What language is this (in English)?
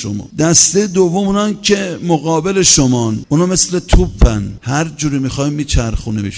Persian